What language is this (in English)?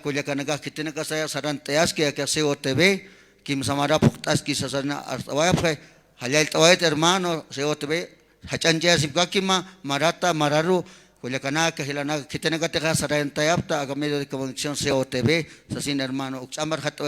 Aymara